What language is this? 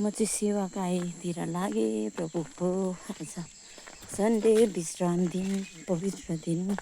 Nepali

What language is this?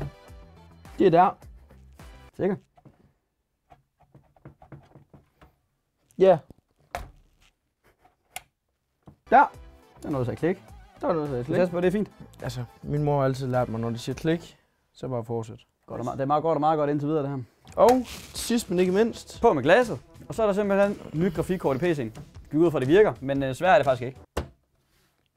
Danish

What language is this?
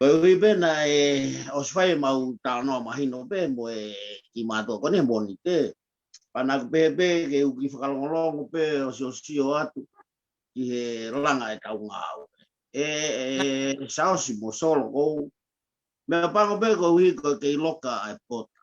Tongan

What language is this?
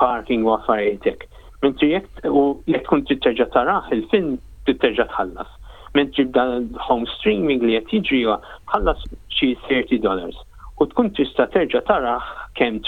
Maltese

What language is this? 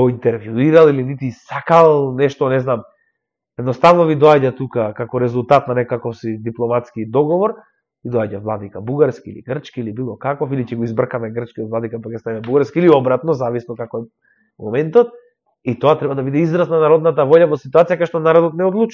Macedonian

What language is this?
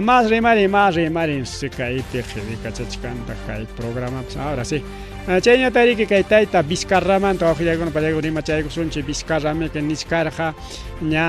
Ayacucho Quechua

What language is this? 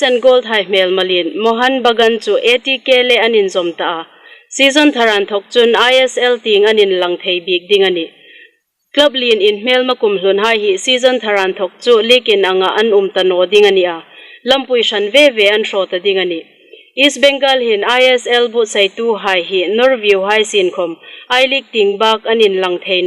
Hmar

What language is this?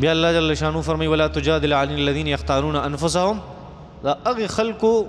Pashto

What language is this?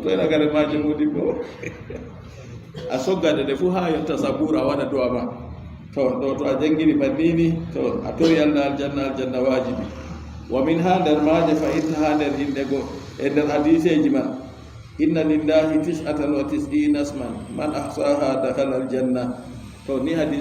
Fula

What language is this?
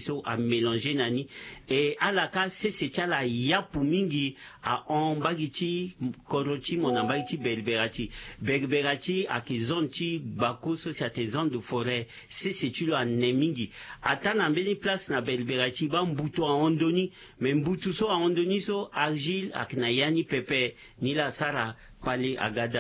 Sango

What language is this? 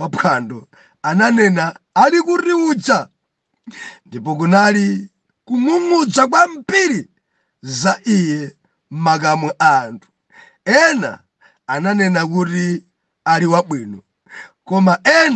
Nyanja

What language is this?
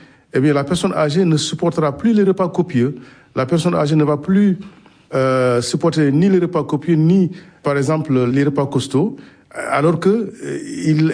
French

